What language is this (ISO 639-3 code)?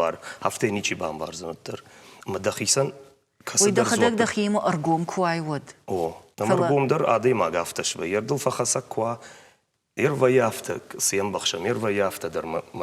oss